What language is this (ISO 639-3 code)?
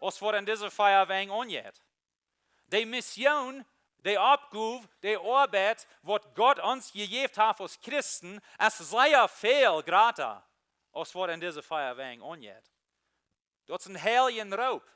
pdt